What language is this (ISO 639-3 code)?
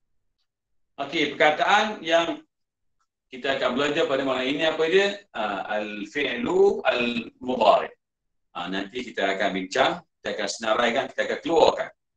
msa